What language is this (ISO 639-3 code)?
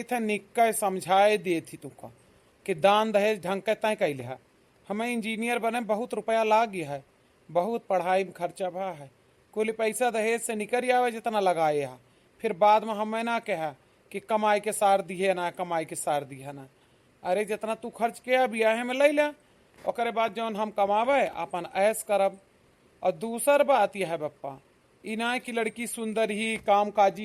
awa